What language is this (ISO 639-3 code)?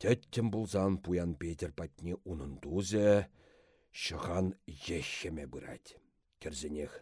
chv